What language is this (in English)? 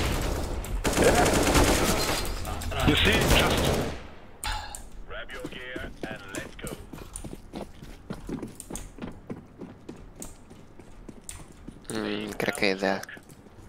Romanian